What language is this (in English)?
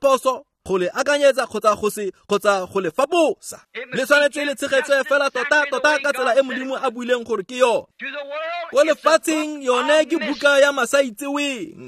Tswana